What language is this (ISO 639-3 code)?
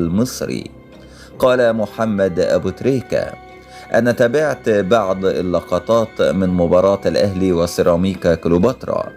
arz